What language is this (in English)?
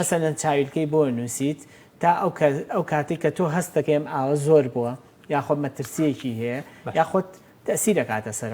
Central Kurdish